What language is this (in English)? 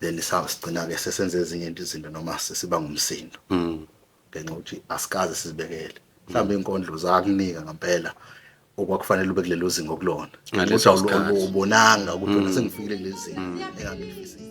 Zulu